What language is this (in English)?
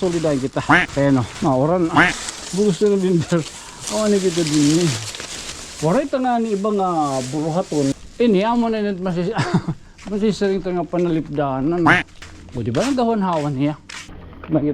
Waray